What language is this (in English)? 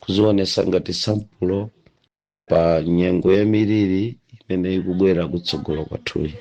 Nyanja